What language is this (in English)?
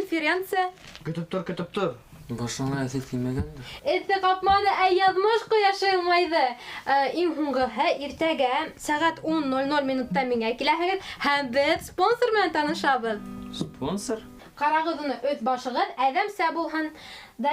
Bashkir